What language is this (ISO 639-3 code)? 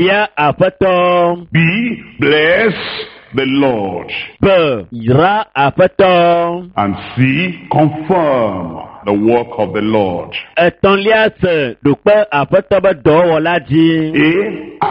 ewe